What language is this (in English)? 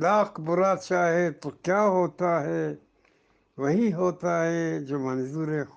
Eastern Balochi